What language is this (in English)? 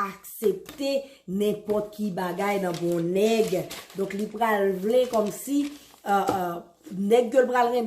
Haitian Creole